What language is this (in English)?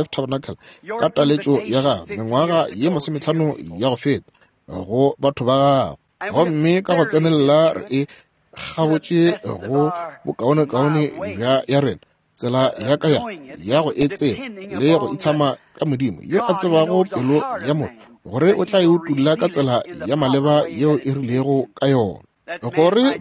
Northern Sotho